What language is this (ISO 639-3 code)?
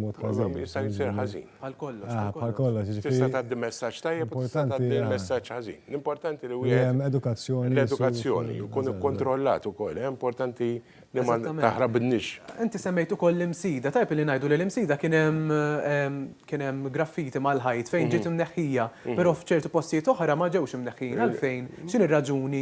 mlt